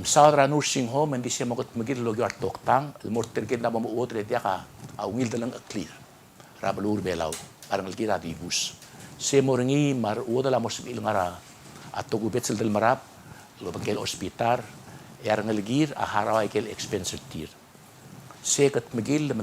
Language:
Palauan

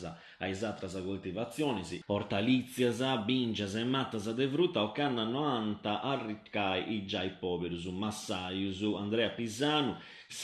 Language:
Sardinian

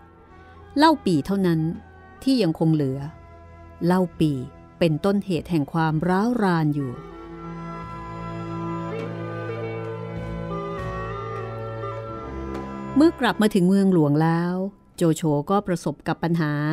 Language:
Thai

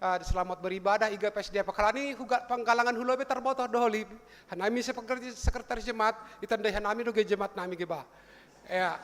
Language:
Batak Simalungun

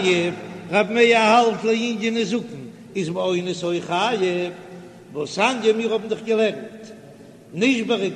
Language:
Yiddish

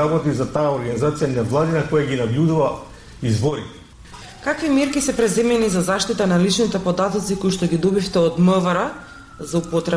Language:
Macedonian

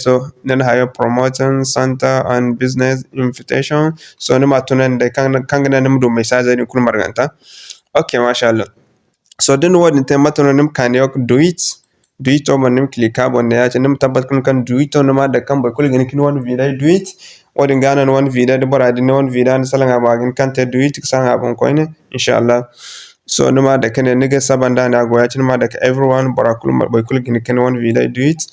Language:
Zarma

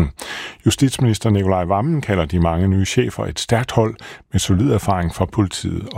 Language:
Danish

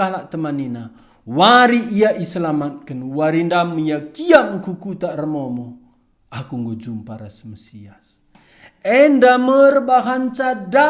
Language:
Batak Karo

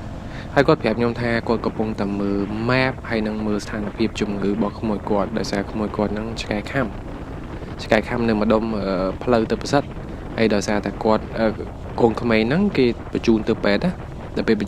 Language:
Khmer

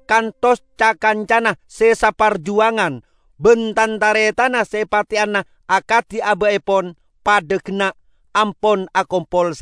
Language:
Madurese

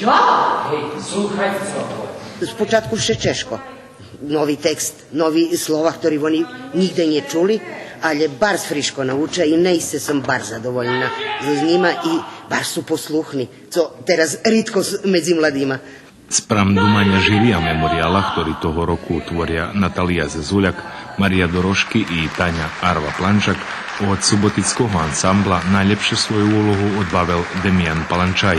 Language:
Rusyn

